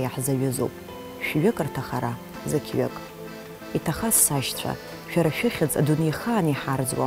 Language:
Abkhazian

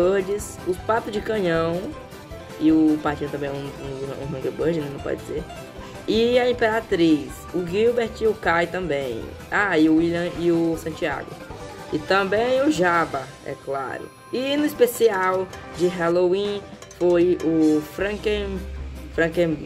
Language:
Portuguese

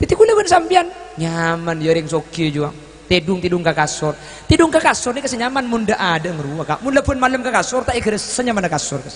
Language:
Madurese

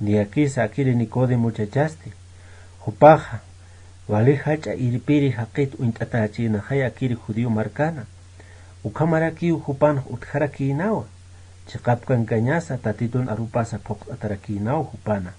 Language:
Aymara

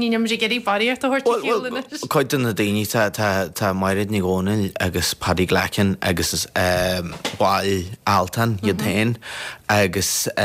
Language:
Irish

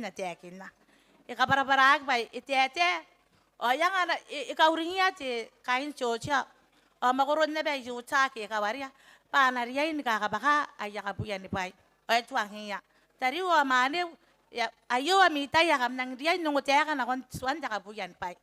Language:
Gilbertese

